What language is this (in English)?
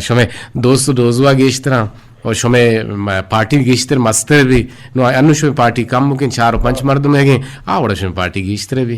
Eastern Balochi